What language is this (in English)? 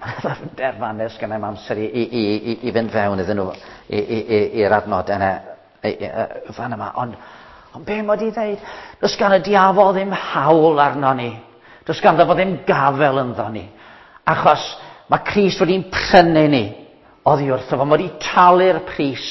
Welsh